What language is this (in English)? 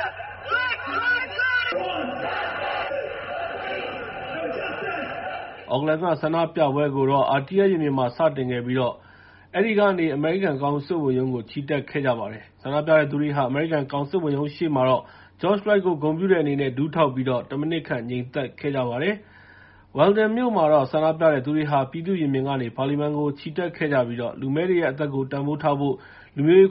Burmese